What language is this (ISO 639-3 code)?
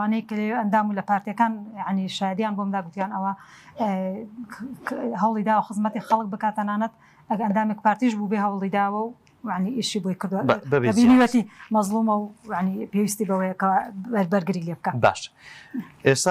ckb